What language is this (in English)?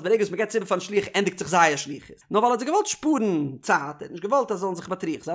Yiddish